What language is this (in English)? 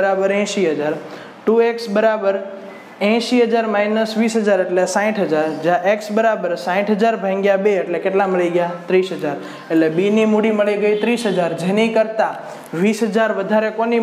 Gujarati